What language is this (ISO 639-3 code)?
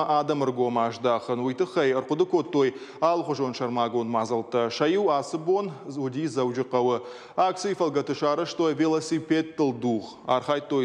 oss